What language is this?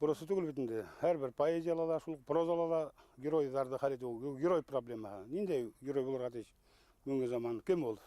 Bashkir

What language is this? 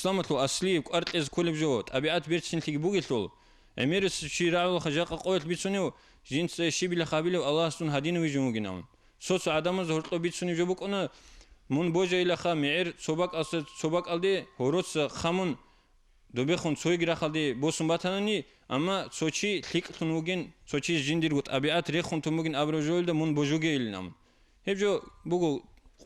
Avaric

